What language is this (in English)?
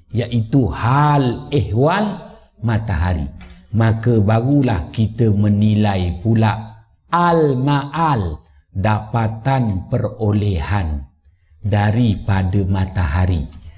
Malay